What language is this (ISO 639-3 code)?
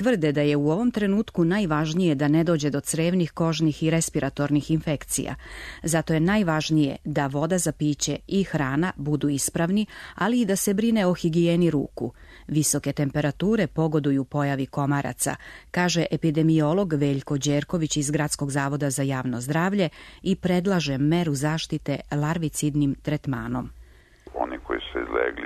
srp